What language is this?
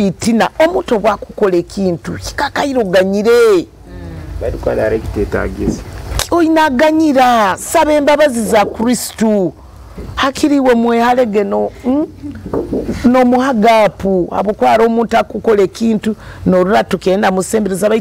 Nyoro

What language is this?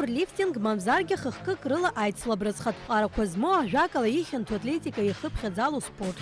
Abkhazian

